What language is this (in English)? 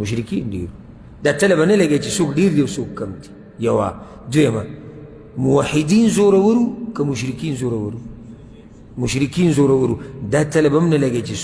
Pashto